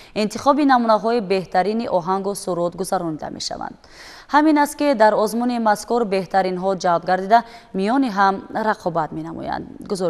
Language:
Tajik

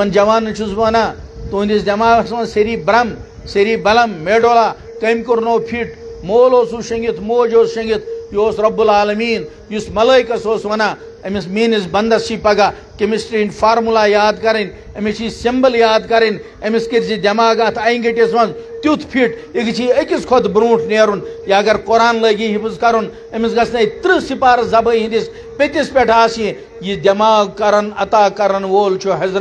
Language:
Kashmiri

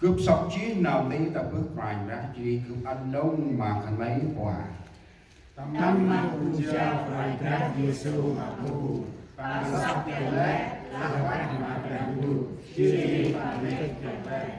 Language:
Central Mnong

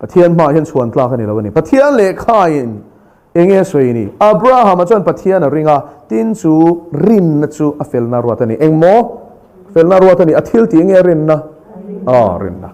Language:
Mizo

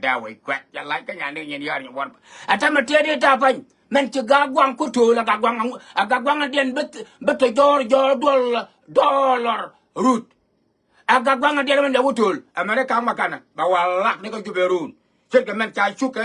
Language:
Nuer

